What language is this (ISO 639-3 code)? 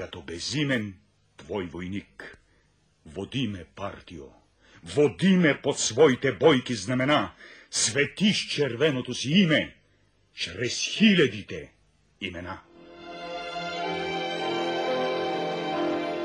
bul